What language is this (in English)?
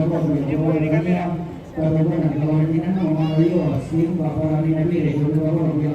Toraja-Sa'dan